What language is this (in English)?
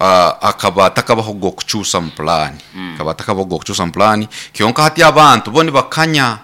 Nyoro